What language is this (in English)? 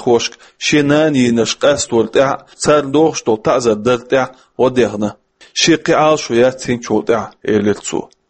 Chechen